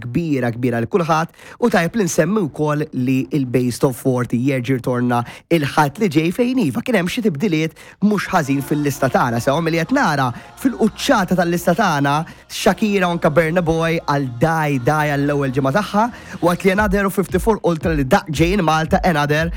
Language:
Maltese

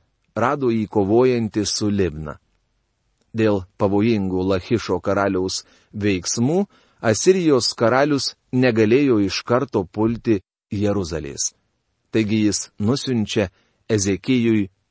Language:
Lithuanian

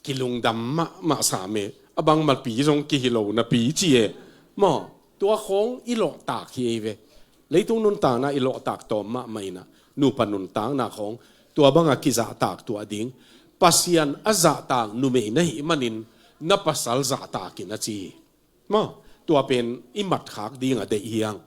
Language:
Tedim Chin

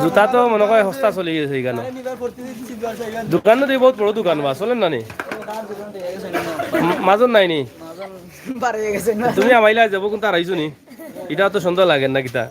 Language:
Sylheti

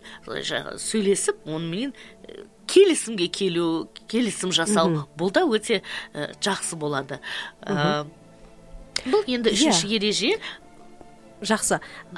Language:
Kazakh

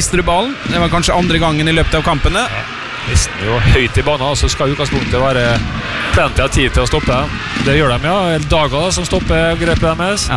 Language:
Norwegian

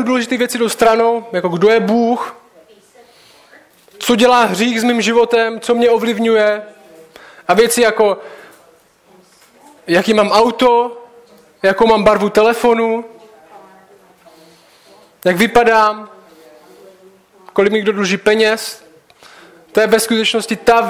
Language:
Czech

